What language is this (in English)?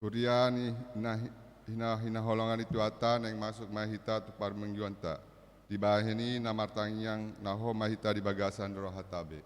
Batak Toba